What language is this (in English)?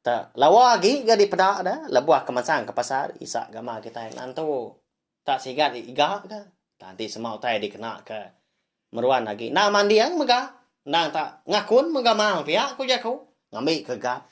Iban